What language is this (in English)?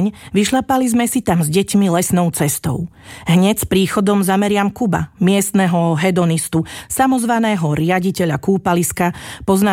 Slovak